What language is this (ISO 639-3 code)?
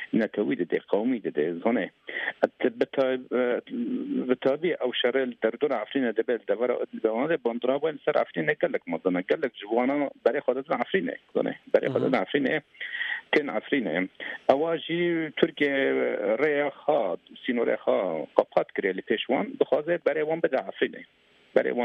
kur